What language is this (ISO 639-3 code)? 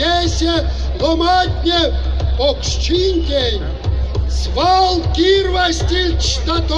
myv